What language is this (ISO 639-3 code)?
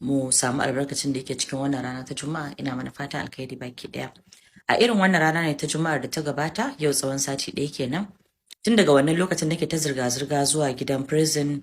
hau